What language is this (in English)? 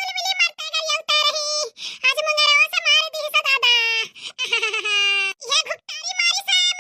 Bhojpuri